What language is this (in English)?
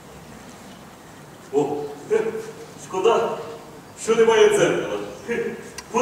Ukrainian